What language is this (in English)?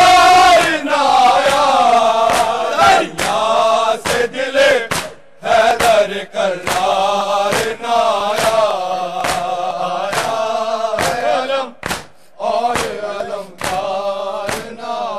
Urdu